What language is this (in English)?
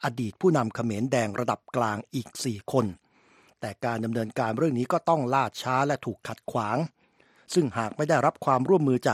Thai